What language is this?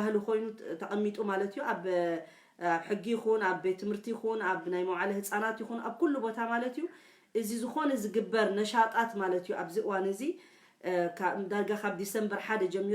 Tigrinya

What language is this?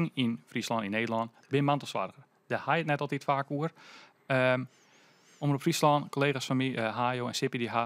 Western Frisian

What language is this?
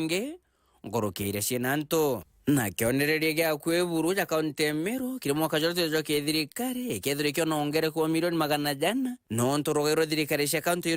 Meru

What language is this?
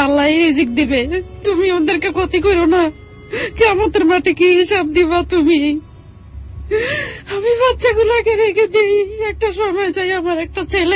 Bangla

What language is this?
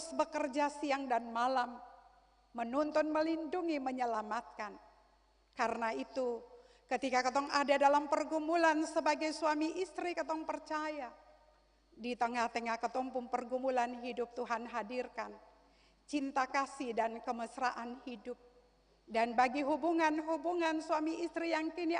Ambonese Malay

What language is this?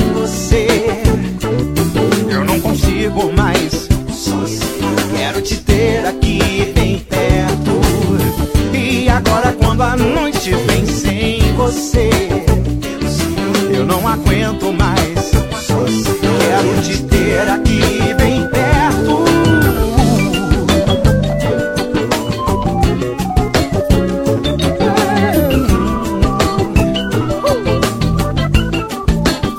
Portuguese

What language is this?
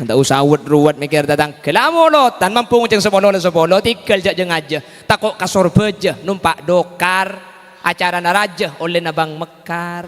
Madurese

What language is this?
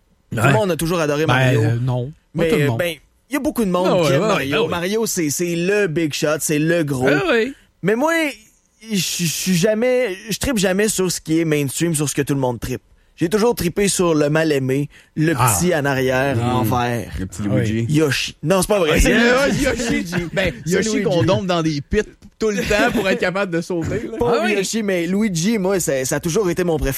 French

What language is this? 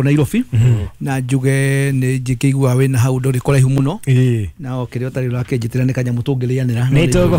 Kikuyu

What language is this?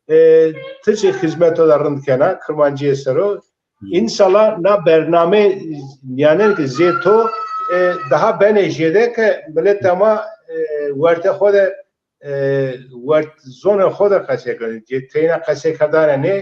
Zaza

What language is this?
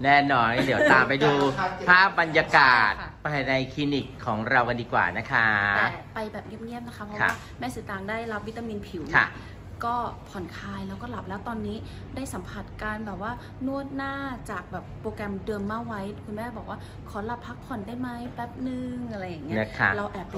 Thai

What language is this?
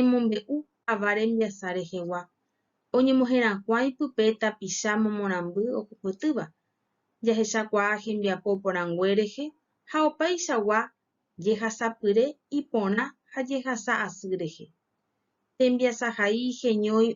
Guarani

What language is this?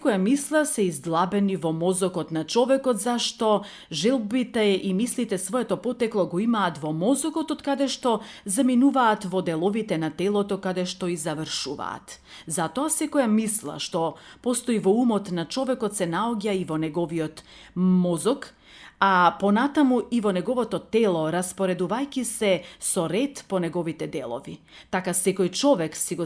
Macedonian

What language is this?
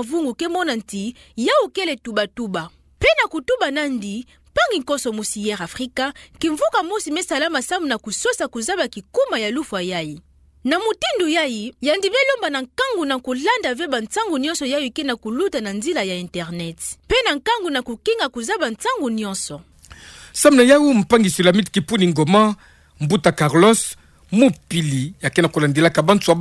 Kituba (Democratic Republic of Congo)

